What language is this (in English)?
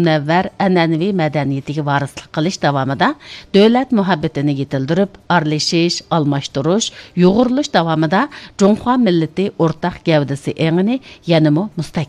Uyghur